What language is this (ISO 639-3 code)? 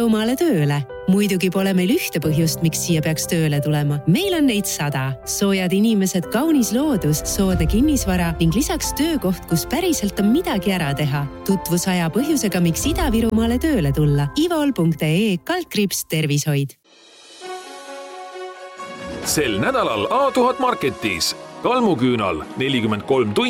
est